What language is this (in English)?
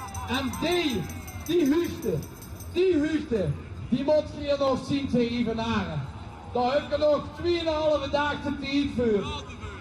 Limburgish